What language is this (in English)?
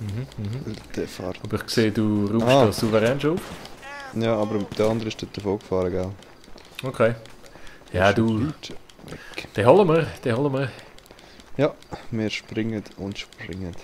Swiss German